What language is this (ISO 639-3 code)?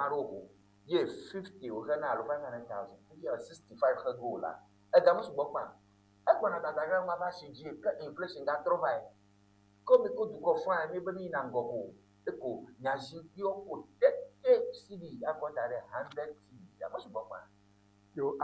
ewe